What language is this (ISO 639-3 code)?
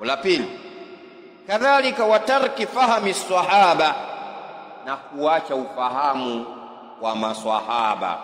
swa